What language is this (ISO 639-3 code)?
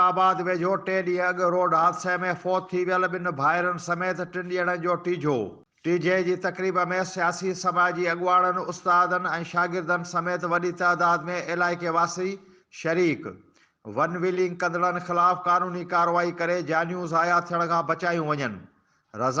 snd